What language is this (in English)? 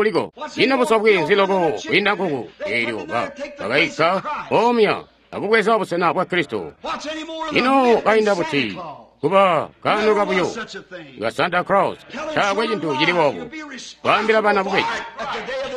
Tonga (Zambia)